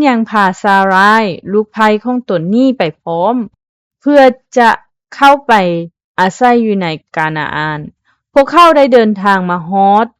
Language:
Lao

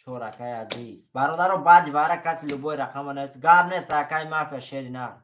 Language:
Tajik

